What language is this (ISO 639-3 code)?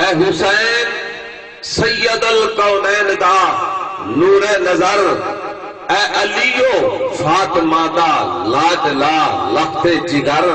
skr